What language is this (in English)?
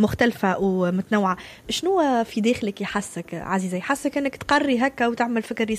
Tunisian Arabic